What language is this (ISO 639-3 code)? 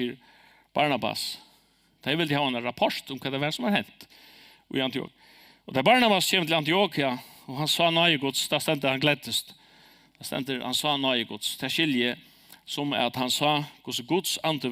fao